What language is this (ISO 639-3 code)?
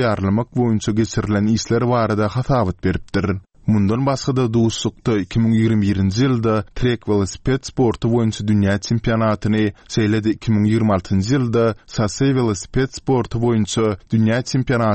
tuk